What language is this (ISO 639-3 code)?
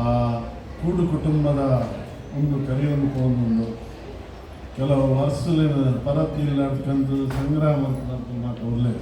tcy